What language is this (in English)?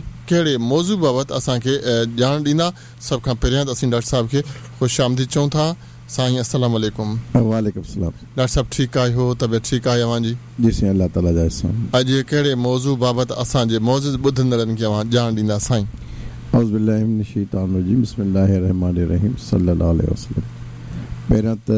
Sindhi